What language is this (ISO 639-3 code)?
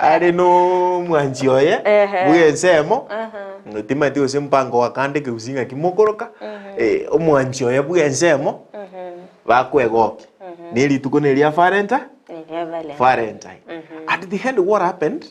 guz